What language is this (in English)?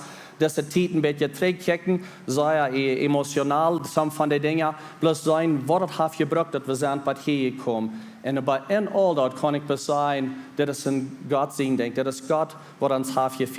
Plautdietsch